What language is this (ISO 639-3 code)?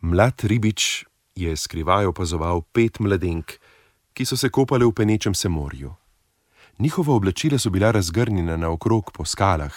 slv